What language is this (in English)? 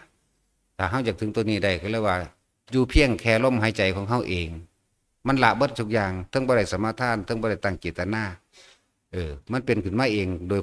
Northeastern Thai